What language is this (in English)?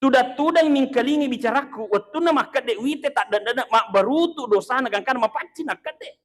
Buginese